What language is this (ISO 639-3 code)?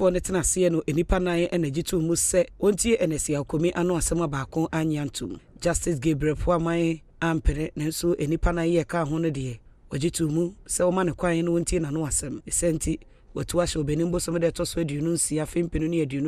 aka